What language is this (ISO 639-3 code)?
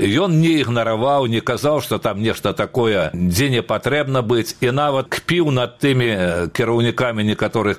bel